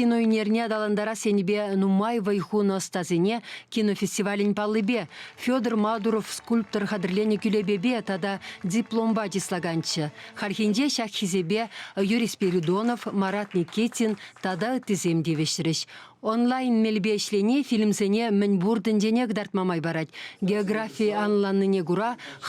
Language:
Chuvash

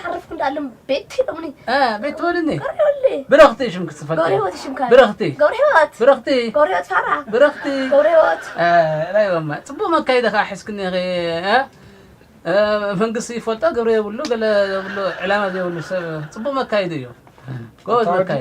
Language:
Tigrinya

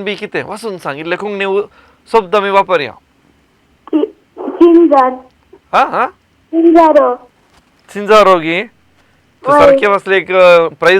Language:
Konkani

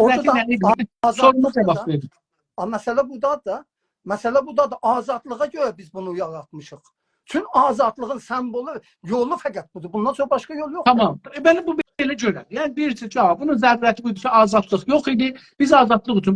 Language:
South Azerbaijani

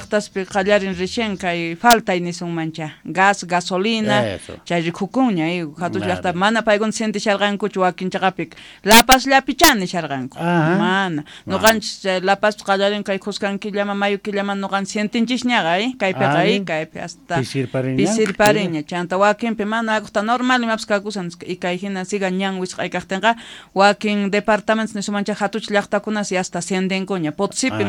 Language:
South Bolivian Quechua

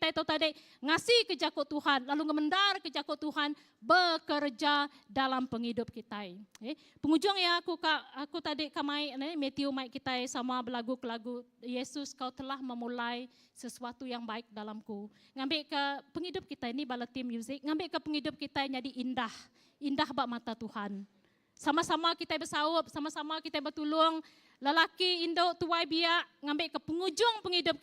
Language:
Iban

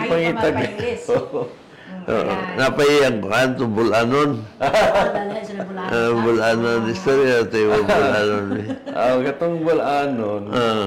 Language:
Cebuano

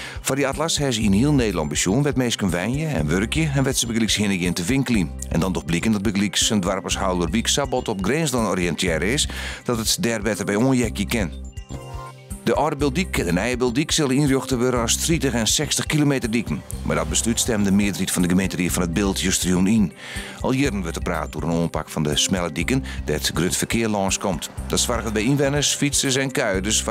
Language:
Western Frisian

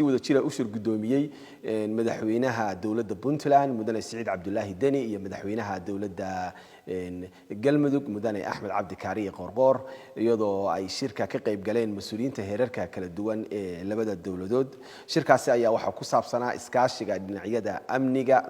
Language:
Somali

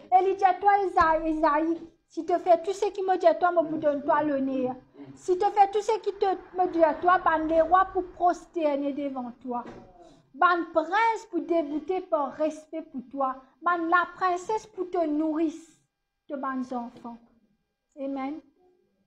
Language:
Morisyen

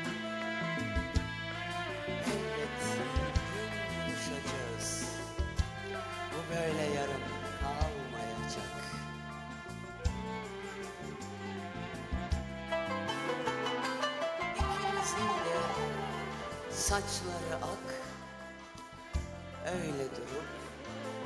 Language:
Turkish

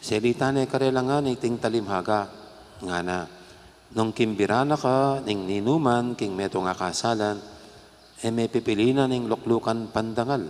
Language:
Pampanga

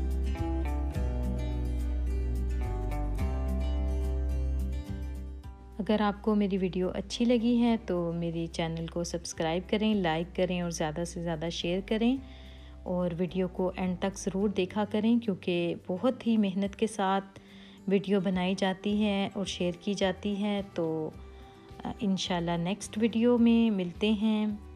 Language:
Hindi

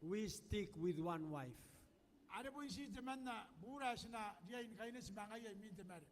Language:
Gilbertese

